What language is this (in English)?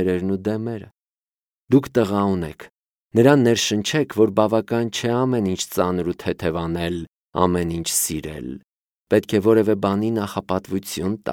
Armenian